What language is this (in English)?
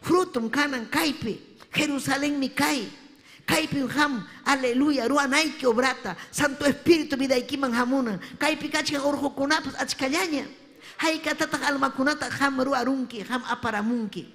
Ayacucho Quechua